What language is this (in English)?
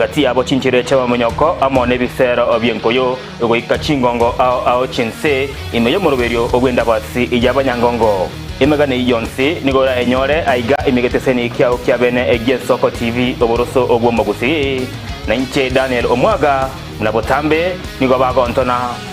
Gusii